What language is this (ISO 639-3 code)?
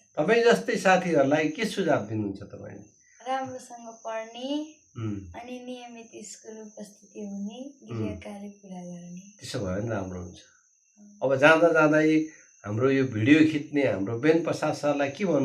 nep